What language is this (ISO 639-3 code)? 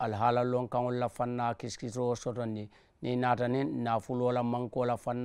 man